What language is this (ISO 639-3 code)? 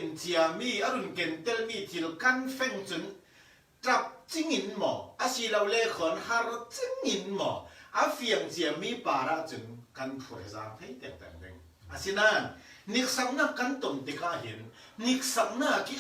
cfm